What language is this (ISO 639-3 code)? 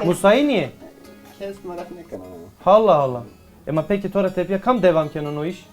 zza